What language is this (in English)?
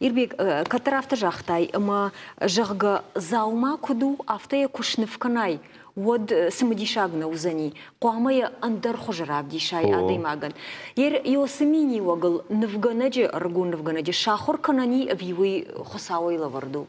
Ossetic